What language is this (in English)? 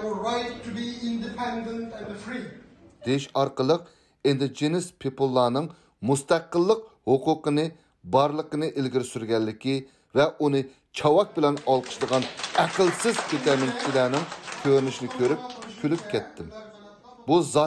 Uyghur